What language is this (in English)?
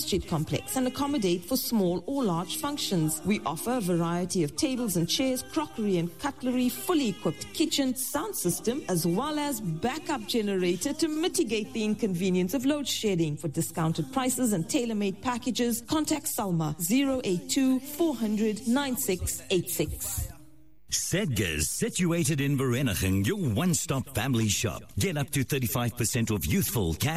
English